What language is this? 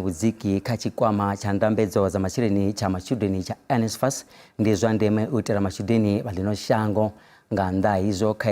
Venda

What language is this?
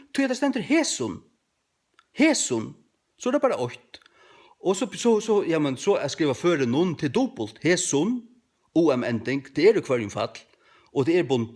Faroese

